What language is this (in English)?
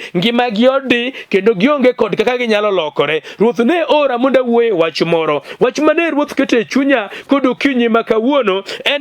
Luo (Kenya and Tanzania)